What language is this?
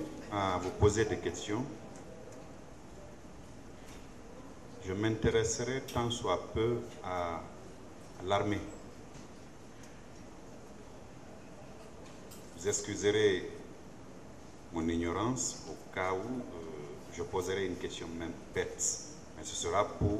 French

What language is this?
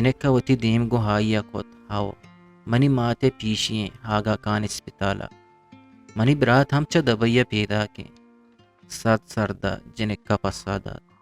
Eastern Balochi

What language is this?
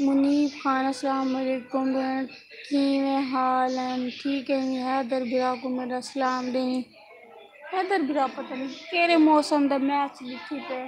Saraiki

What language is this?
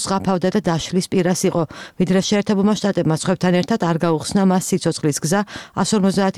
Georgian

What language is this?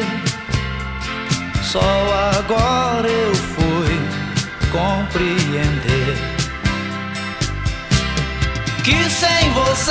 Portuguese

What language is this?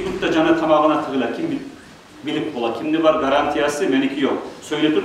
Kumyk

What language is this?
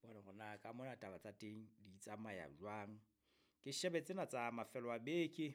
Southern Sotho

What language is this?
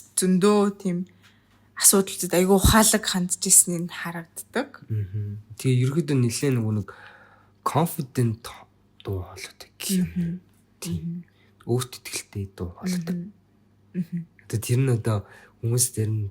Mongolian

